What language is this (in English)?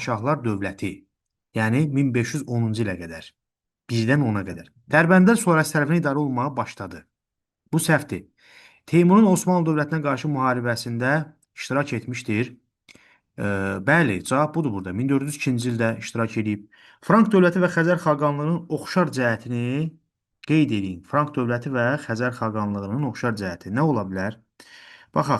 Azerbaijani